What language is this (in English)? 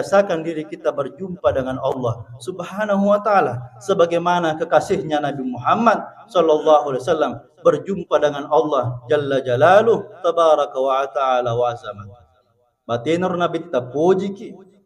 Buginese